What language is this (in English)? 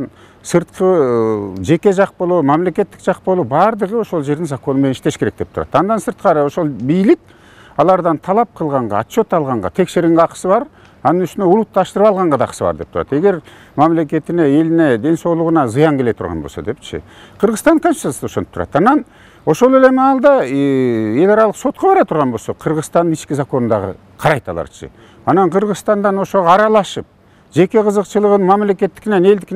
Kyrgyz